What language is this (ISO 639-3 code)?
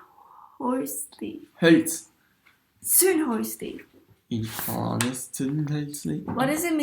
gsw